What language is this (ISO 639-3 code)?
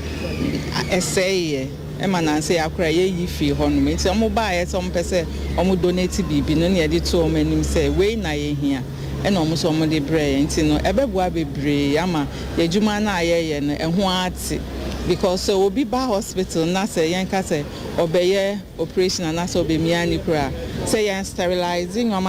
aka